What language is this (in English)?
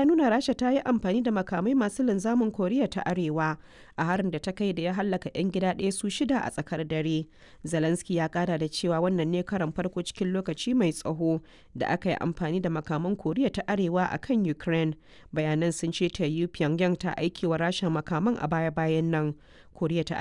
Hausa